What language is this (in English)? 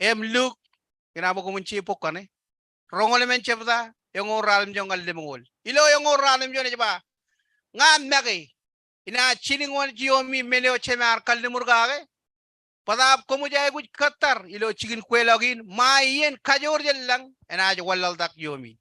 Marshallese